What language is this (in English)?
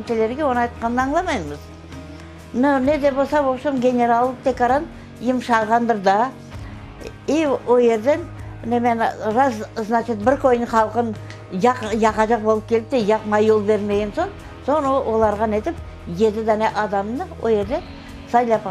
Crimean Tatar